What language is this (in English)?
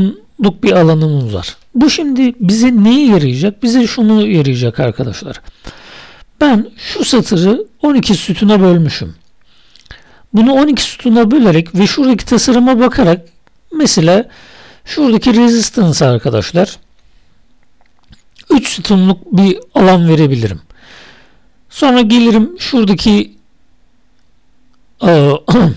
Turkish